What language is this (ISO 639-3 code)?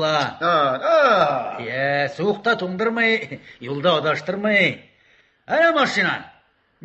tat